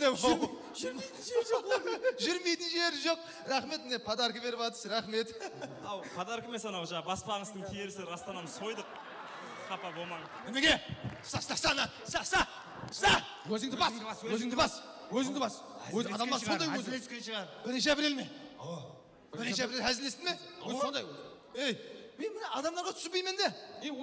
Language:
Kara-Kalpak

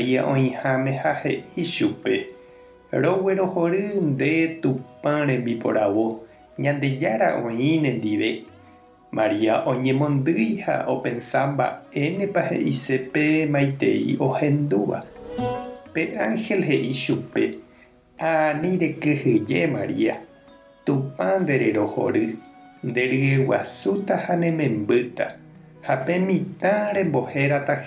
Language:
Guarani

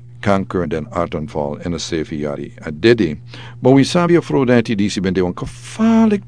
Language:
Sranan Tongo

